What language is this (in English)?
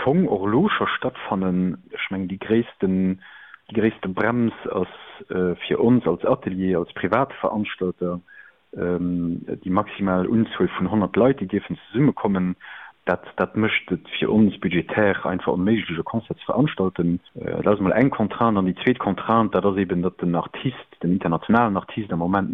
Luxembourgish